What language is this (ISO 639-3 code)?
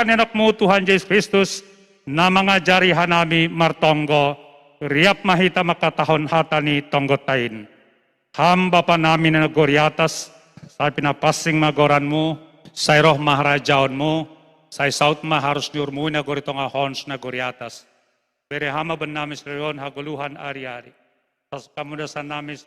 bts